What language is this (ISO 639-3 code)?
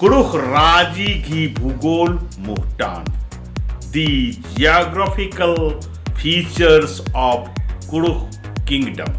kru